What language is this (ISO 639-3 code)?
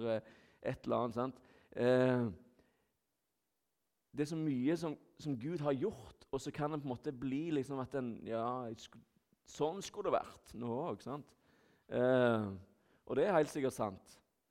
nor